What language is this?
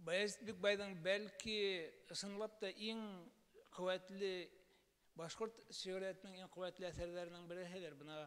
Bashkir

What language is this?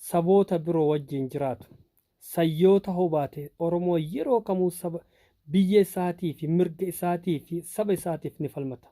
Oromo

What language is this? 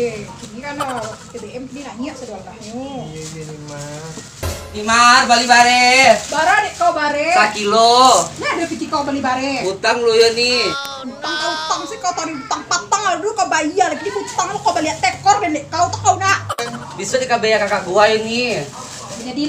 Minangkabau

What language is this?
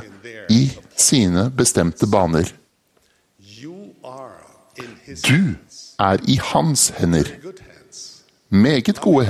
Norwegian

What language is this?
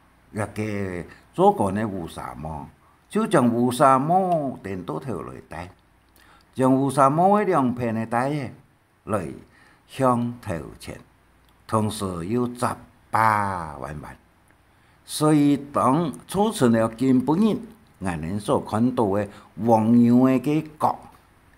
Hakka Chinese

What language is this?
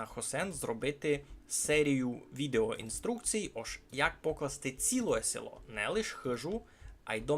Rusyn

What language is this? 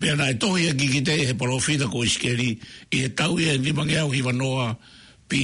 Tongan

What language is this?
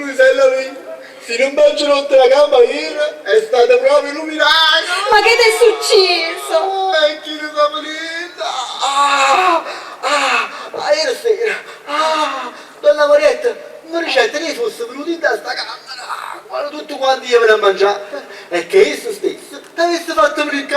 Neapolitan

